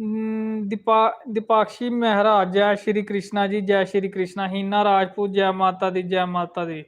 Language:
Dogri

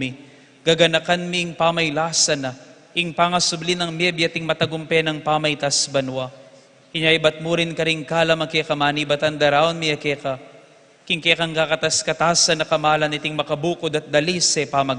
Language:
Pampanga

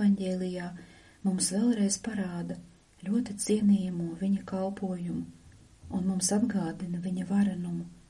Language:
Latvian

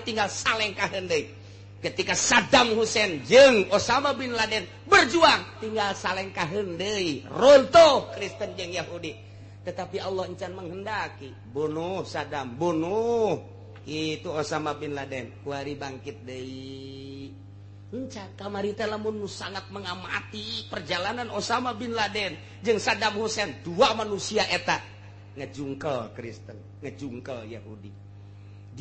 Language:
Sundanese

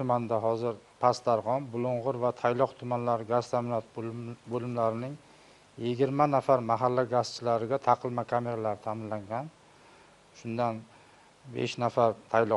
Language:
Uzbek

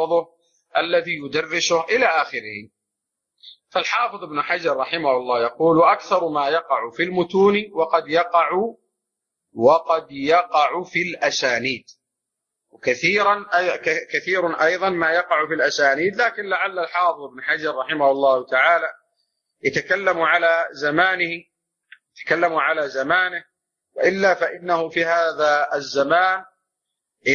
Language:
Arabic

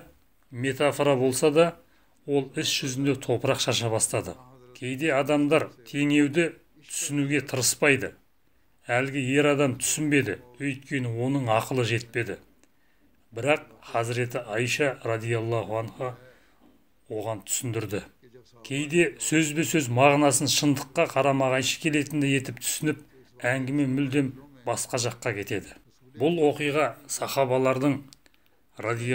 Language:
Kazakh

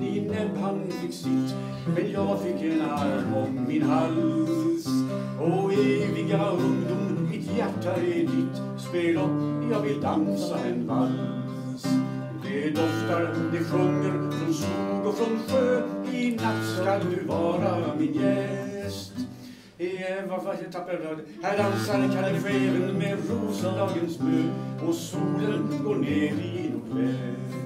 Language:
Swedish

